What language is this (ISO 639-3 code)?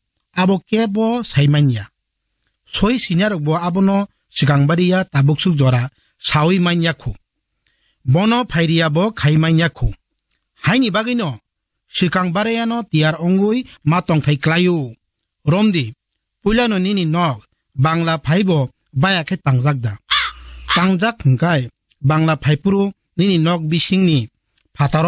trp